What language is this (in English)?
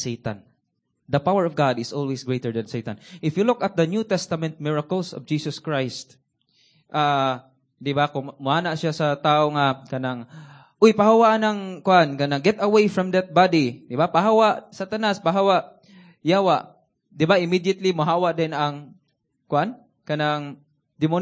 Cebuano